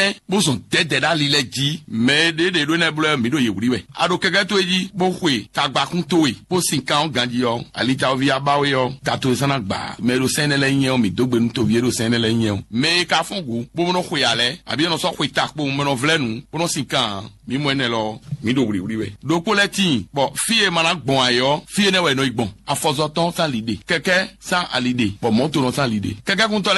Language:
Fon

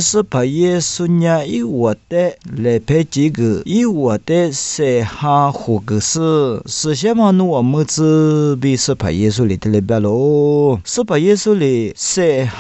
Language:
Lisu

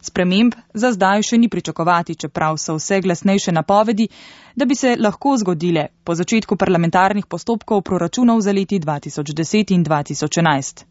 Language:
Slovenian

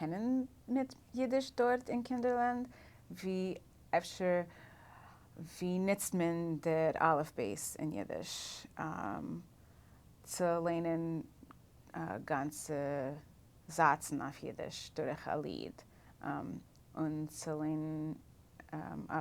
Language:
Yiddish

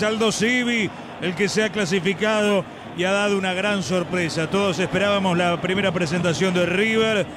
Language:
Spanish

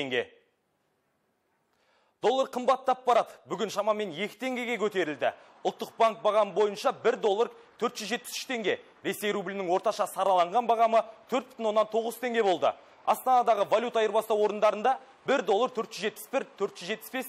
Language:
Kazakh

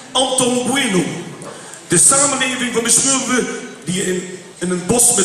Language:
Limburgish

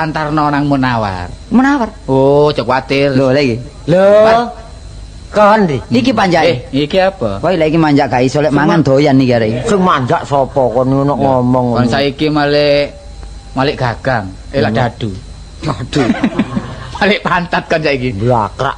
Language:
Javanese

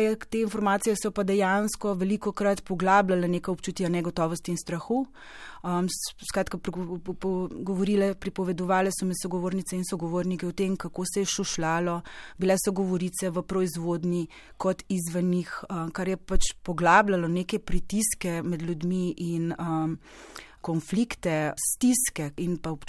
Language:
Slovenian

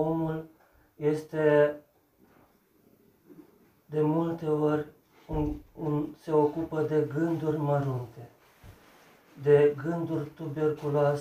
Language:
Romanian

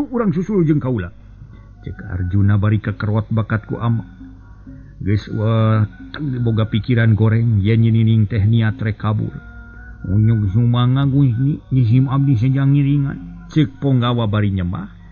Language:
Sundanese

